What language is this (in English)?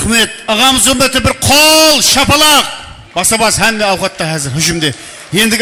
Kara-Kalpak